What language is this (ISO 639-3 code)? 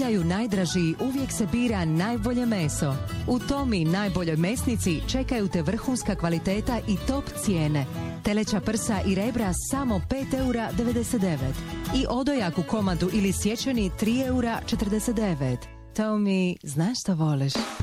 hrv